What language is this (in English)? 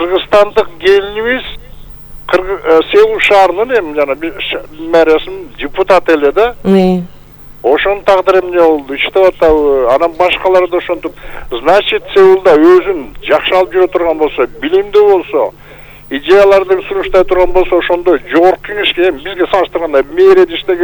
Kyrgyz